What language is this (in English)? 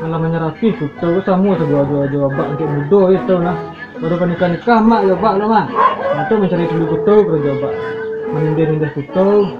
Minangkabau